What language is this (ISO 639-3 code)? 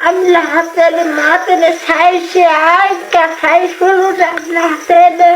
tet